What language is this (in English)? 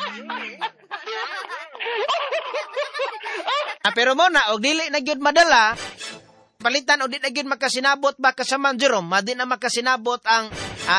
Cebuano